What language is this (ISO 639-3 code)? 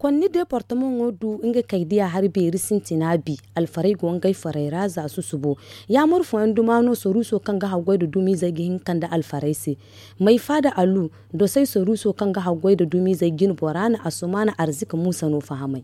dje